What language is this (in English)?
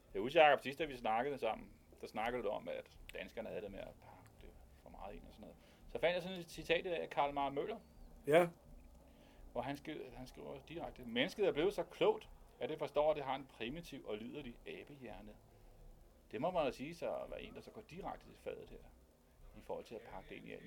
Danish